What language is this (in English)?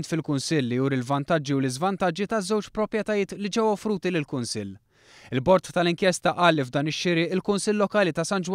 Maltese